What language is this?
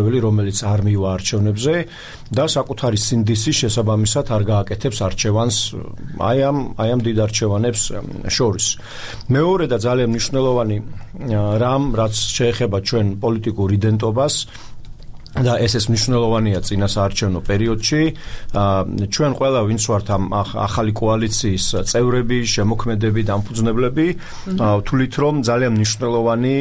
Georgian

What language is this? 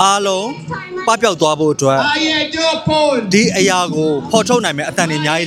Burmese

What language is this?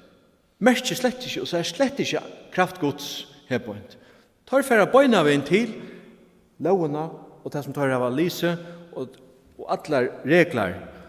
Faroese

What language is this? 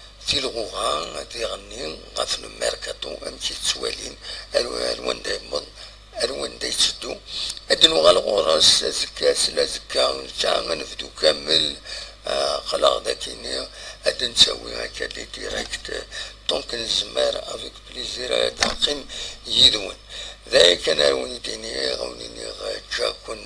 Kabyle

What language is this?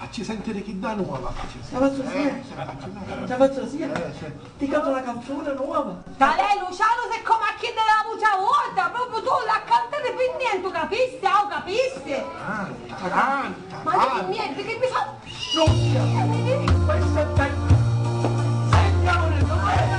Sicilian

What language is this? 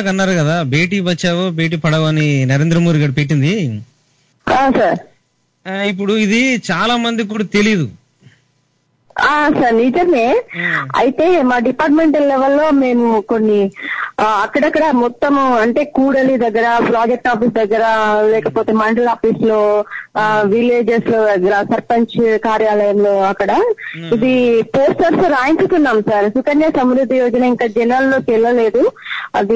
Telugu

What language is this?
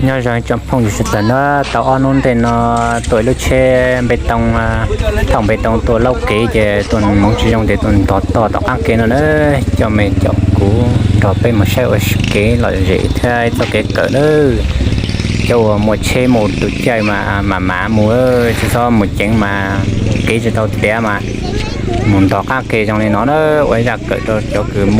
Hmong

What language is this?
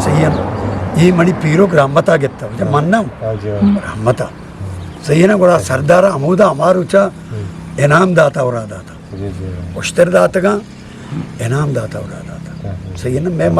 Eastern Balochi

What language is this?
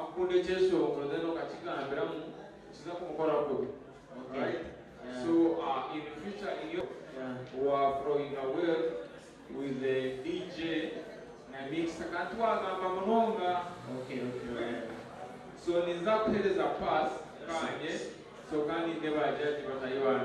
Nyankole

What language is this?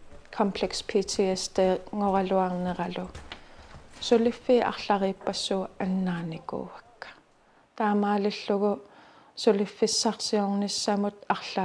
Kalaallisut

